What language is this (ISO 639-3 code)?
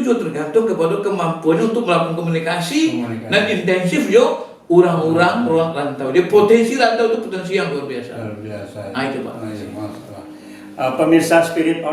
min